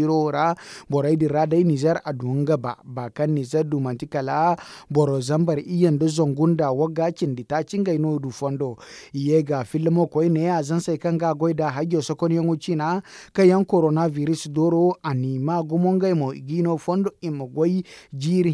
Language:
Zarma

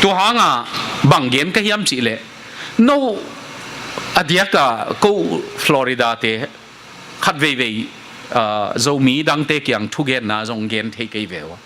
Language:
Tedim Chin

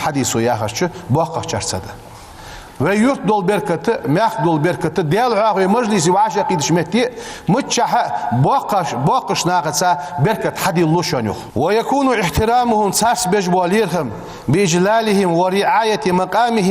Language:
Ingush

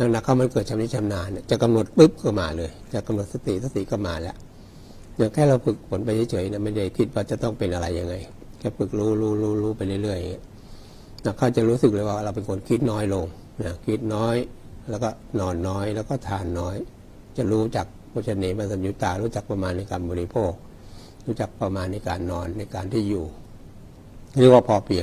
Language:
Thai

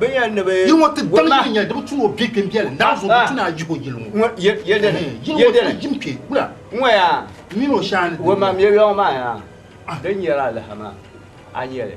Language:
Dagbani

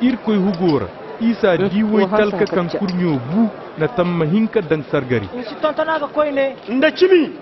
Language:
Koyraboro Senni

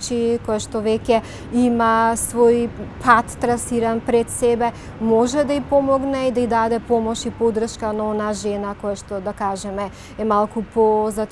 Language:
Macedonian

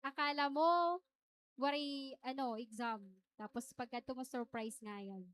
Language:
Waray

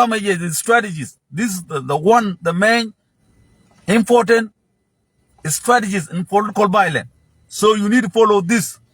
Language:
Nuer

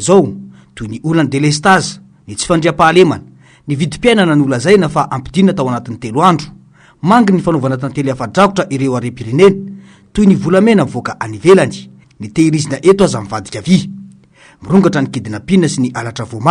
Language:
Malagasy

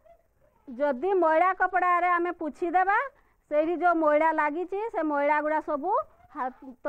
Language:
Odia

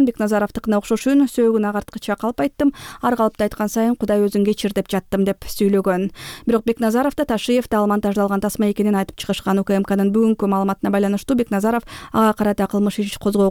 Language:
Kyrgyz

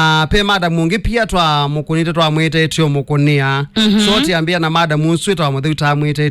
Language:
Kamba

